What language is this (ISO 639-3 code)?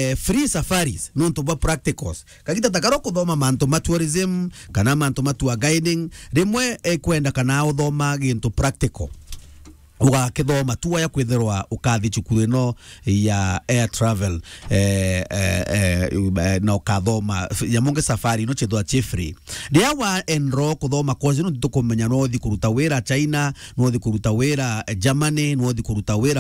mer